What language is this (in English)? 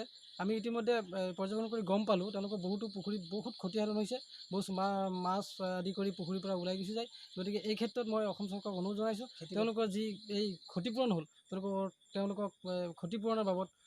Assamese